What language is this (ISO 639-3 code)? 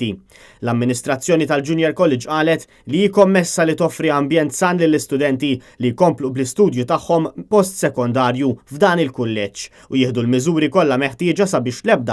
mlt